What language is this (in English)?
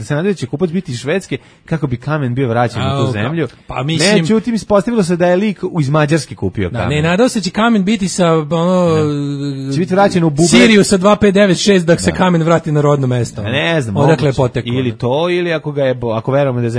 Serbian